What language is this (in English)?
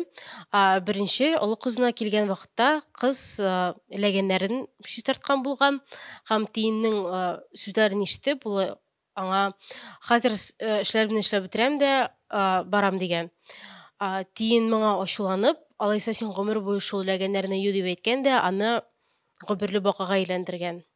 Tatar